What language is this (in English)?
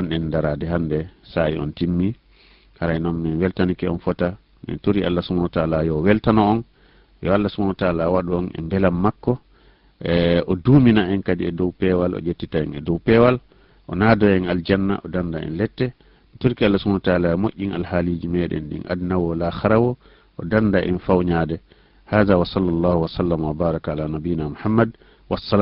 Fula